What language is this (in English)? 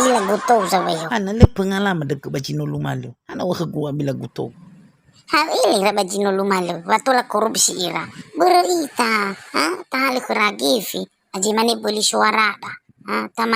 Nias